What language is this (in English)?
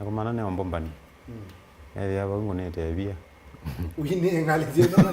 Kamba